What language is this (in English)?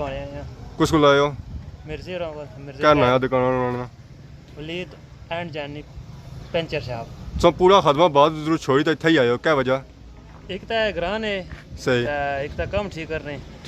Pahari-Potwari